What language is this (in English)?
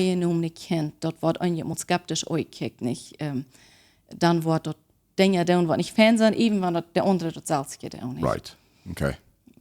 Plautdietsch